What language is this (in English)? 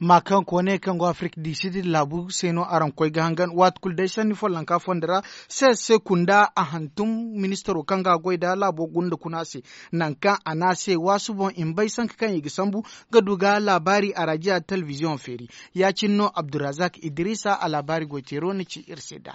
Zarma